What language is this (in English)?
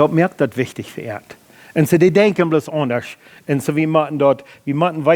Plautdietsch